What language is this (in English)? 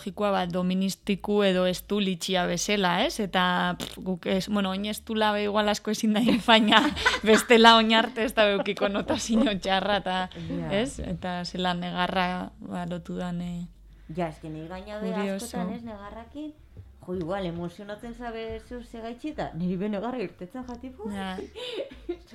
Basque